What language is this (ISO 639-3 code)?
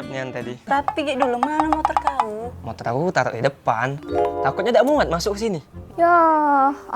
mui